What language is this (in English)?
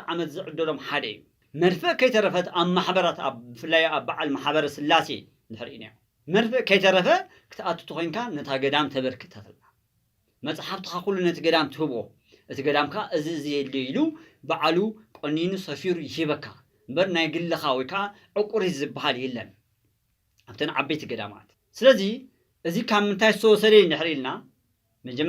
Tigrinya